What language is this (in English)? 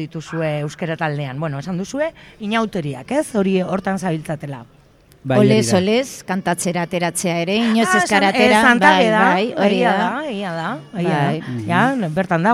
Basque